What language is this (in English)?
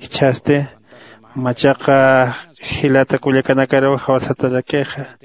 Aymara